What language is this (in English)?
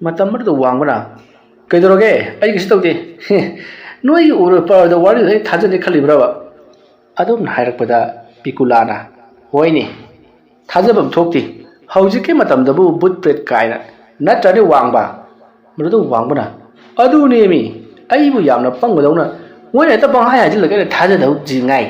Manipuri